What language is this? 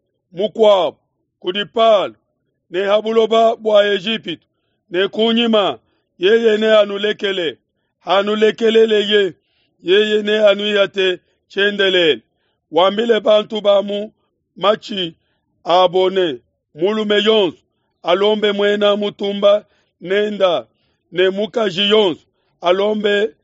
Luba-Lulua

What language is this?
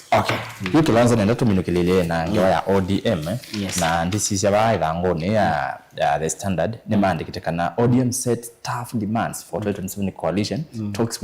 Kamba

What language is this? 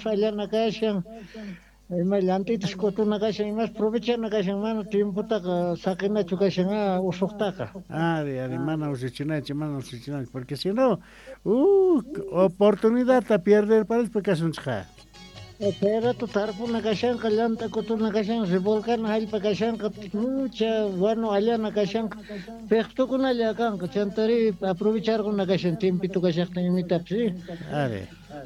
South Bolivian Quechua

